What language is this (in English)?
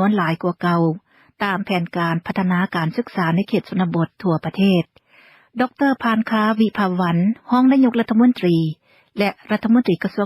Lao